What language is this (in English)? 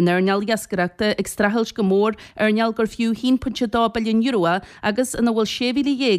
Irish